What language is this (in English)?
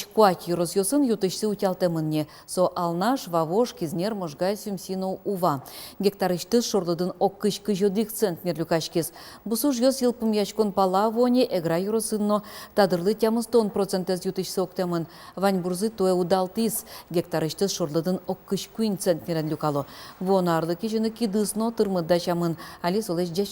Udmurt